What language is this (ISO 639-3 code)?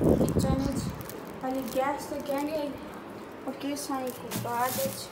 skr